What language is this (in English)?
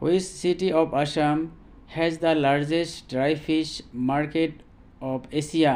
Assamese